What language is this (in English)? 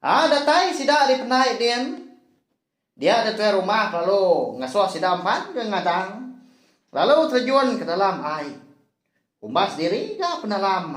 Iban